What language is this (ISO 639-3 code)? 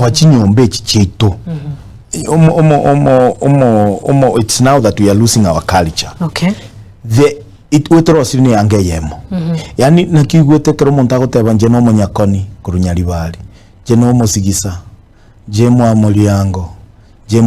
guz